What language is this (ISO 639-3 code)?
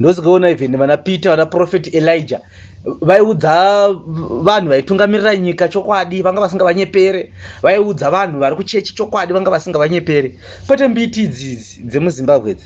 sna